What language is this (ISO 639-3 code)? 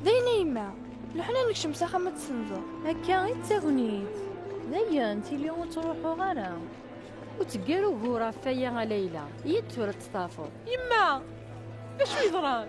kab